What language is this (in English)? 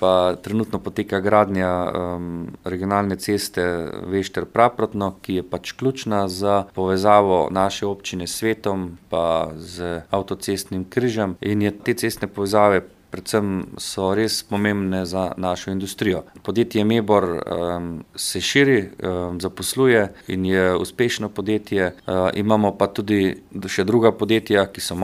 Slovenian